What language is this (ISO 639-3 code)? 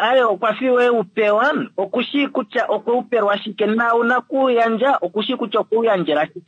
kua